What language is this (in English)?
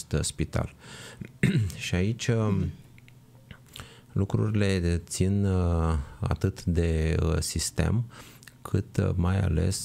Romanian